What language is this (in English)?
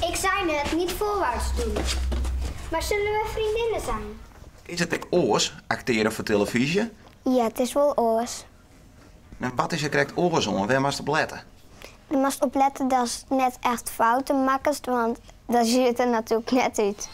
Western Frisian